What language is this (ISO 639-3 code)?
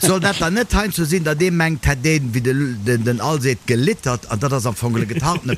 ltz